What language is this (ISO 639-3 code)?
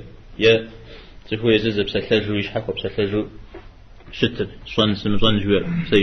kbd